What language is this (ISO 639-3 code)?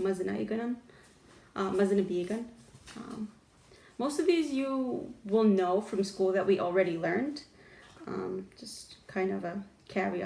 ciw